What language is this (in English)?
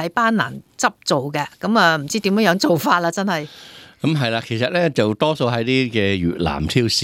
Cantonese